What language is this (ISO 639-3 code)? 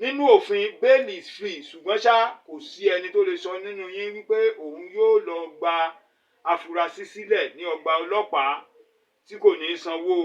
yor